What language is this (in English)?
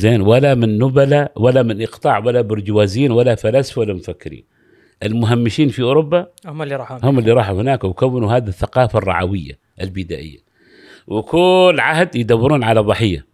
Gulf Arabic